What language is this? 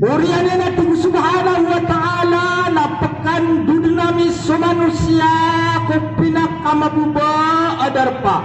Maranao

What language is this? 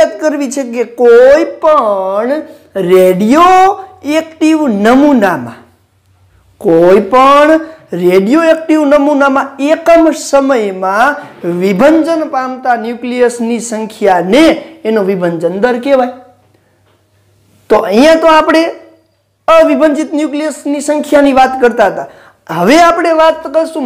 Gujarati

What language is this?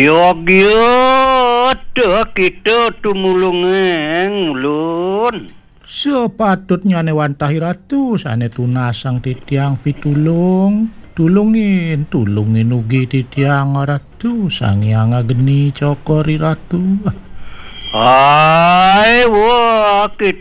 Balinese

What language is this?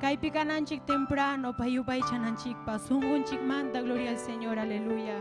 Ayacucho Quechua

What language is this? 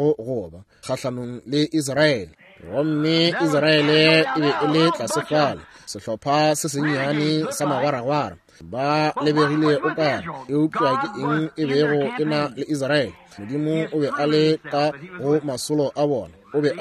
Northern Sotho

